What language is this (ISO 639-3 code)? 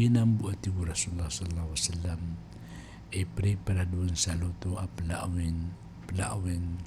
mrw